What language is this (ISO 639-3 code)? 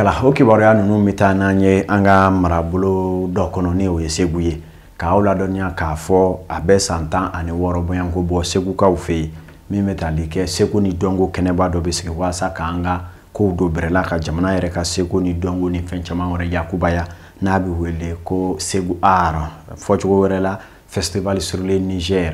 bam